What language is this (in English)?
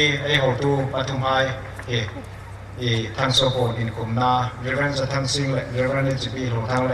Hmar